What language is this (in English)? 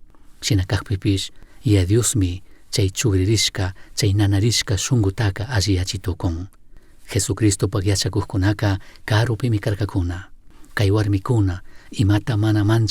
Chimborazo Highland Quichua